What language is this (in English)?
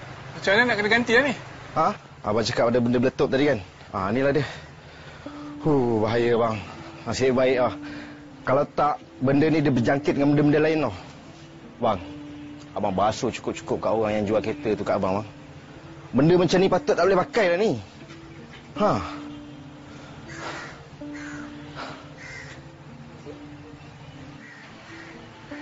Malay